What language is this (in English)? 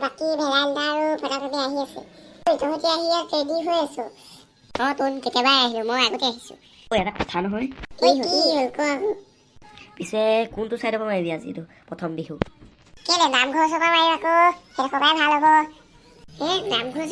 Assamese